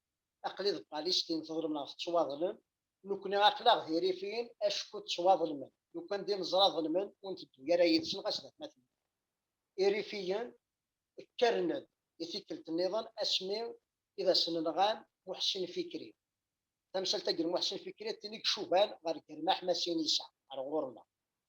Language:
Kabyle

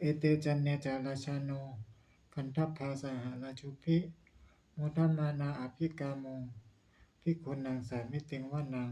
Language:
Pali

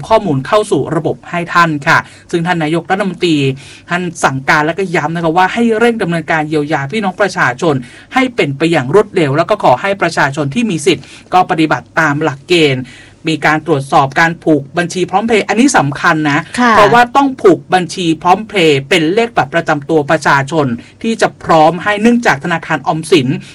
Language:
Thai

